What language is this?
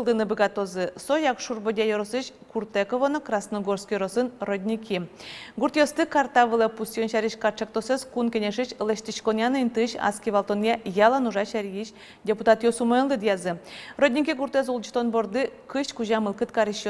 Udmurt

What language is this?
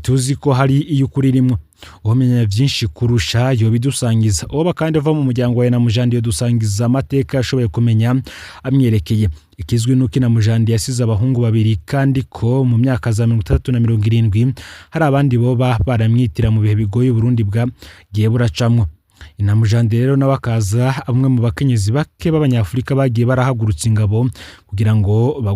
Rundi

